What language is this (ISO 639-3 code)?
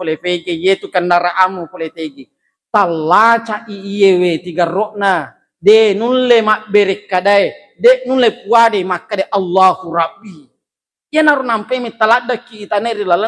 bug